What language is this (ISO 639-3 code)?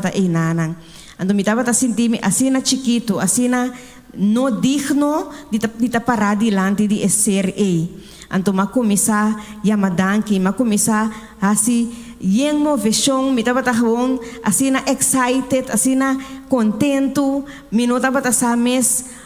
pap